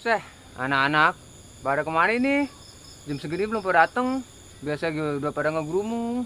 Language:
Betawi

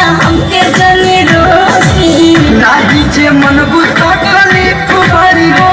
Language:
Bhojpuri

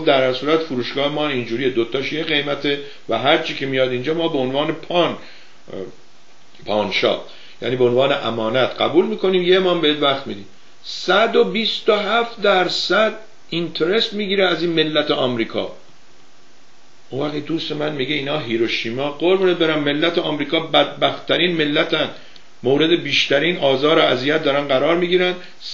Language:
Persian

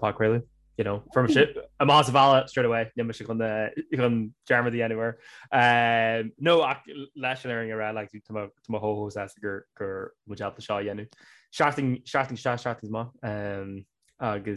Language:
Irish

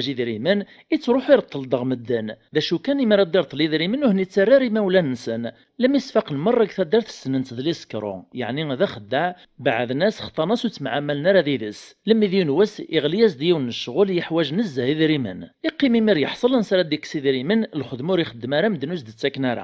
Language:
Kabyle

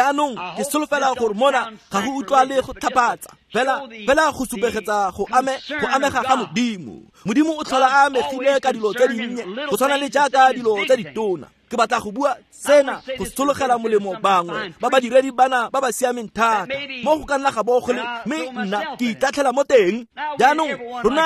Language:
Tswana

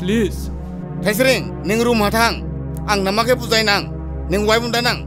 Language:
Dimasa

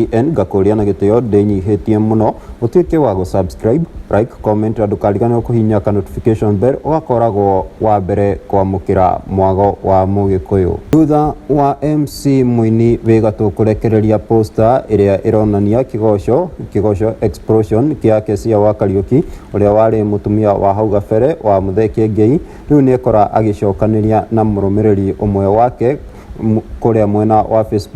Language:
Kikuyu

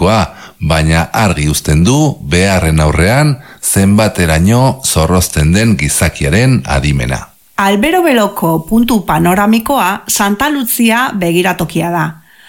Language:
Basque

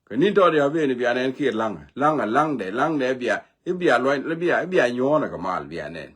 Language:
Nuer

